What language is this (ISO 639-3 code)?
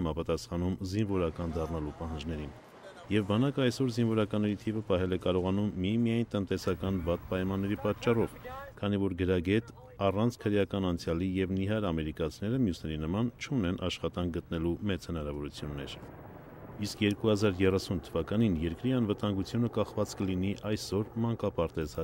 hye